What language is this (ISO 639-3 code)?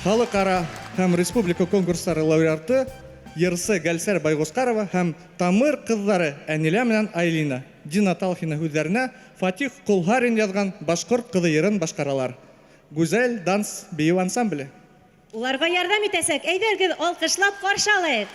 bak